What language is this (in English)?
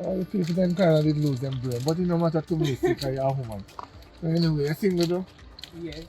Jamaican Creole English